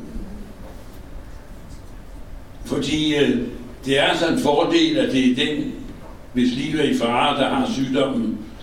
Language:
Danish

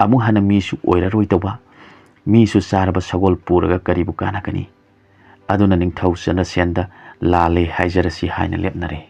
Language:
Manipuri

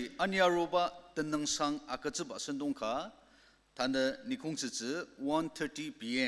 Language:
Ao Naga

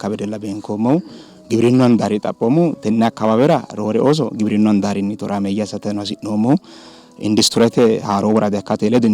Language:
Sidamo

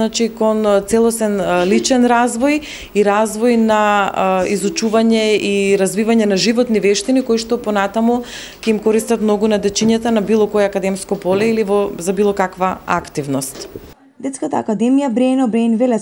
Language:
Macedonian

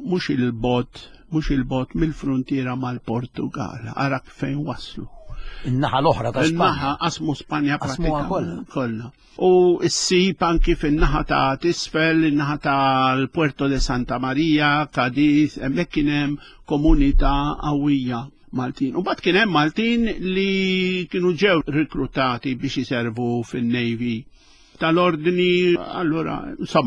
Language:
Maltese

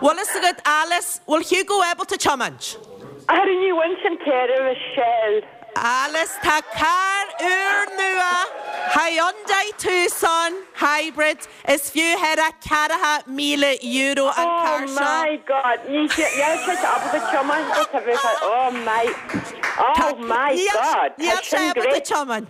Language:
Irish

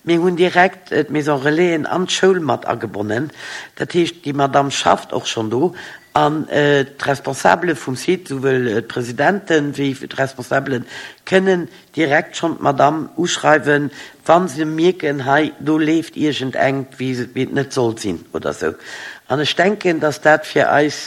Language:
Luxembourgish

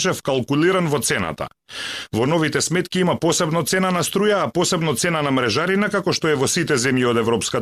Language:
Macedonian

